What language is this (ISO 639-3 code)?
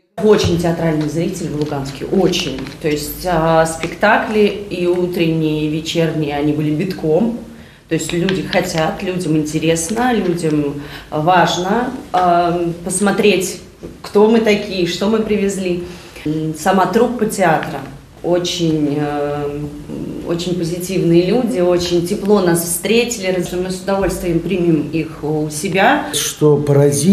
rus